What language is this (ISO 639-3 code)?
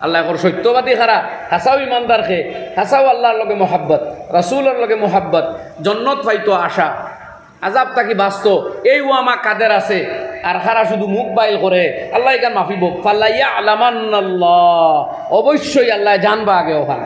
syl